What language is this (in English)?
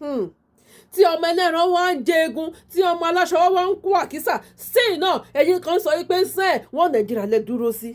Yoruba